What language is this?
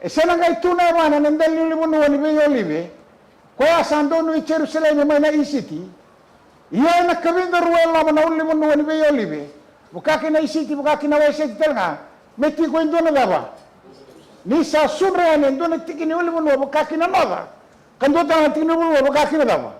Fijian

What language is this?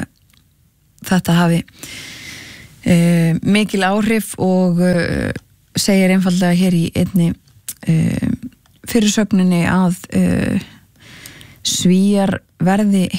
Icelandic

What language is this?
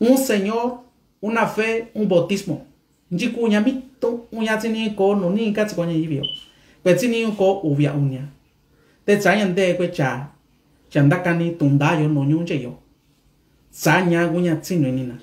Mixtepec Mixtec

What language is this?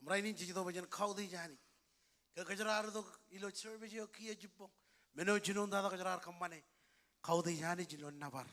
Marshallese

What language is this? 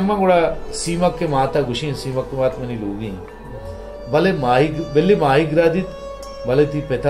Baluchi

